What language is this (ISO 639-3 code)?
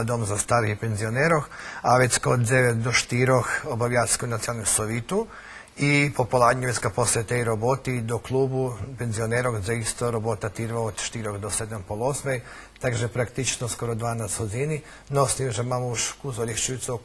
rue